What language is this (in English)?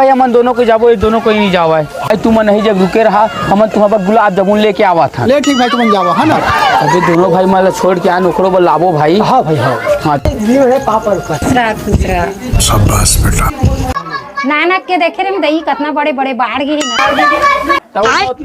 Chhattisgarhi